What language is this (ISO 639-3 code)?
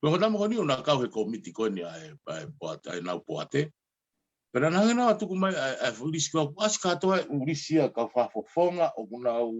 ton